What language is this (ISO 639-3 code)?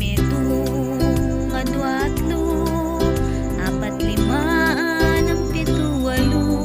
pam